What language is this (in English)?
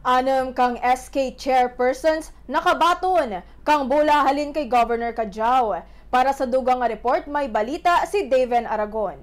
Kinaray-a